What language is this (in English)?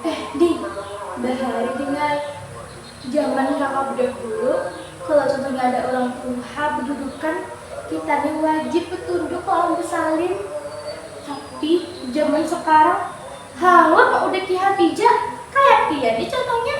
Banjar